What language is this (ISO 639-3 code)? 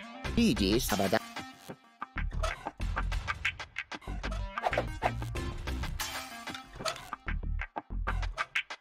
deu